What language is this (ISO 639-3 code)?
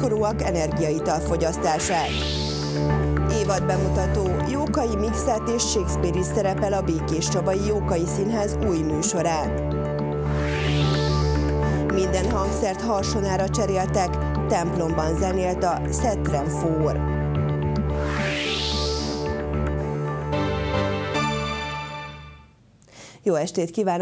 hun